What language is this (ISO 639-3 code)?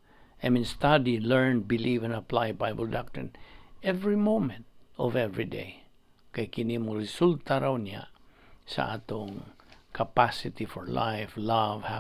ceb